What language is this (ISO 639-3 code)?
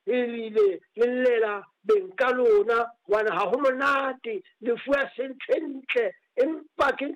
sot